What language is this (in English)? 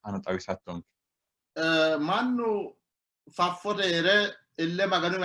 Sidamo